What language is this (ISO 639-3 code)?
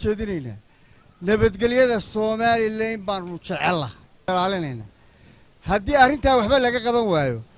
som